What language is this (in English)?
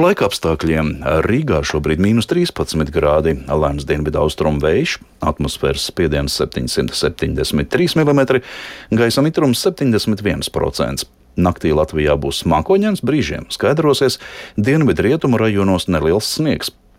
Latvian